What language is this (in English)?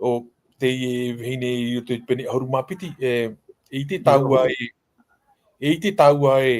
Tahitian